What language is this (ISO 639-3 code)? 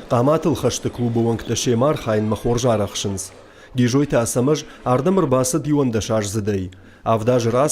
oss